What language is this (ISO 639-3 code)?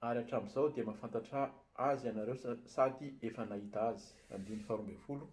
mlg